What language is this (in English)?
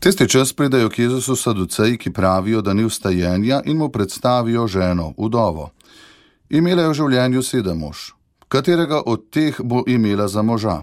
Slovenian